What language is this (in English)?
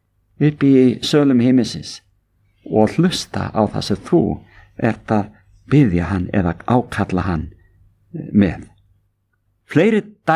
Icelandic